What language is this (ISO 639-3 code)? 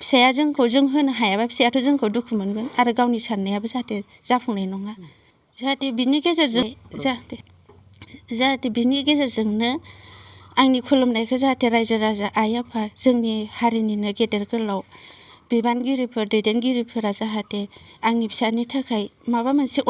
brx